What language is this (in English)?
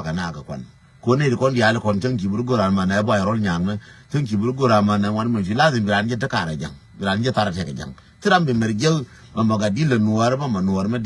Nuer